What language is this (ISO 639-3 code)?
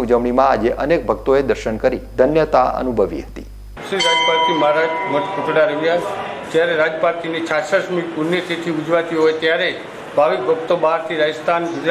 guj